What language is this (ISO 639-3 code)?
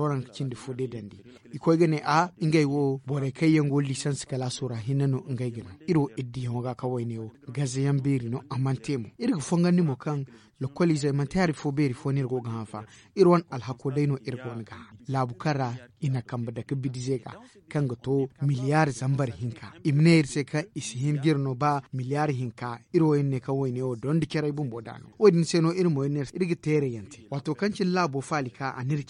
dje